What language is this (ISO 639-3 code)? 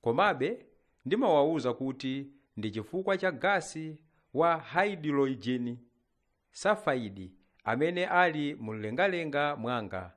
nya